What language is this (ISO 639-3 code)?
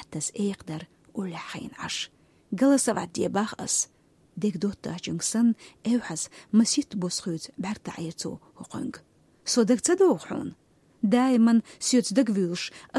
che